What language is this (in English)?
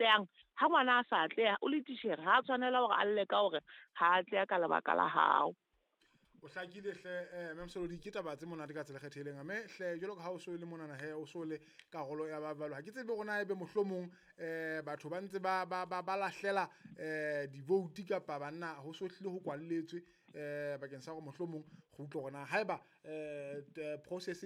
Southern Sotho